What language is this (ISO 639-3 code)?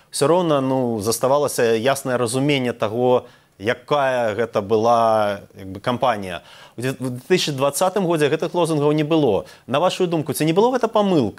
bel